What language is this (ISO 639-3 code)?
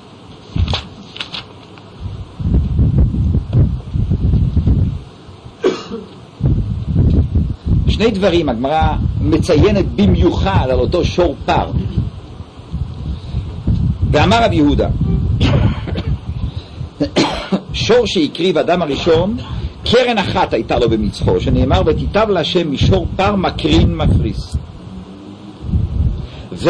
heb